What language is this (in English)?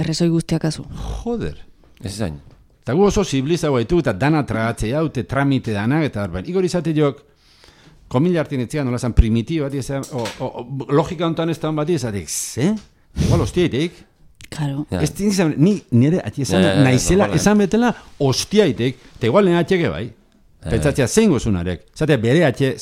Basque